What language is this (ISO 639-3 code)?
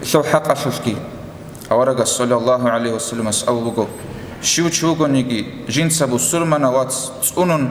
ava